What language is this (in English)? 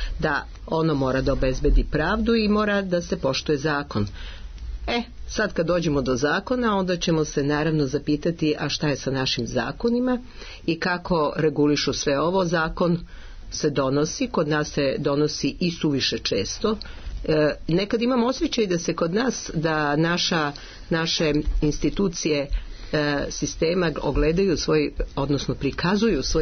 Serbian